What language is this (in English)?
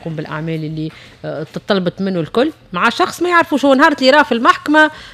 Tunisian Arabic